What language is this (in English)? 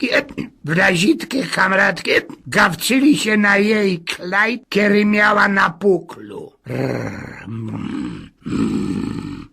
Silesian